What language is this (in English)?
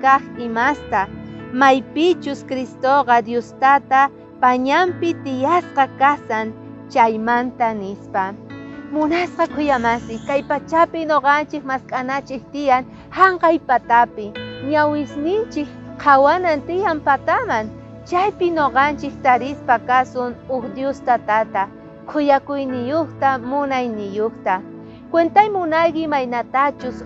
South Bolivian Quechua